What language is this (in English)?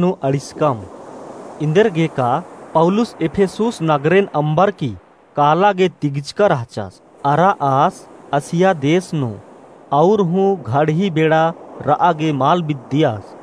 Kurukh